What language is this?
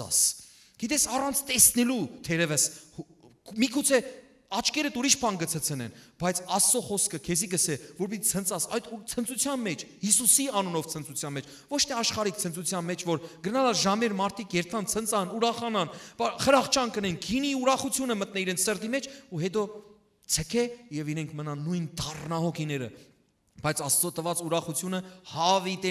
Western Armenian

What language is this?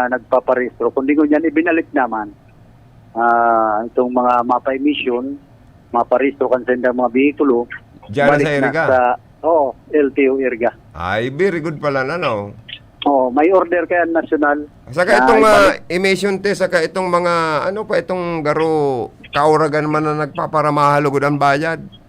Bikol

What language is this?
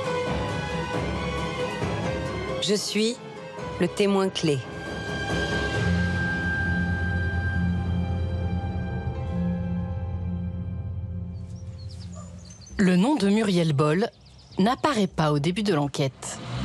French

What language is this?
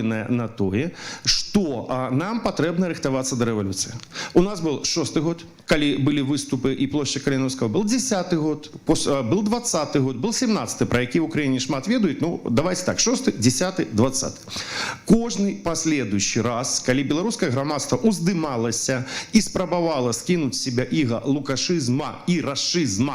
Belarusian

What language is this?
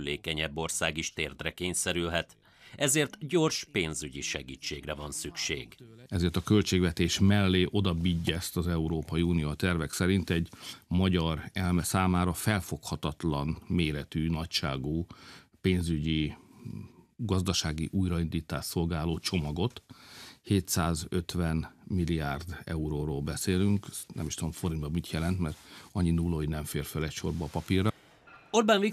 Hungarian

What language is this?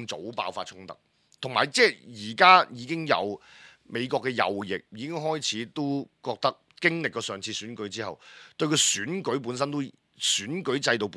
Cantonese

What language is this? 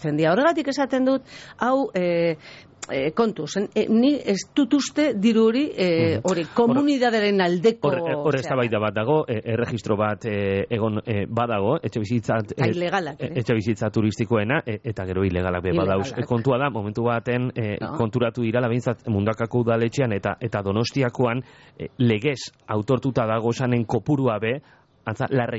Basque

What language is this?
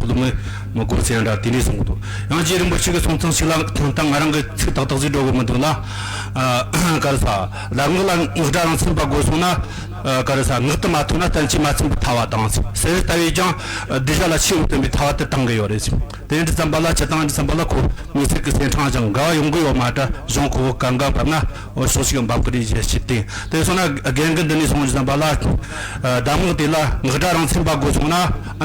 Tibetan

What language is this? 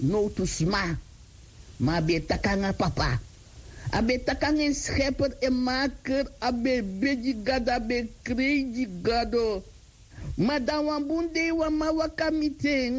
Sranan Tongo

